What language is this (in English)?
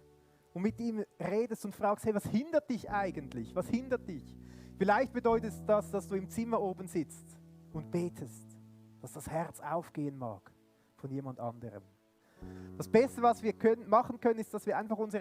Swiss German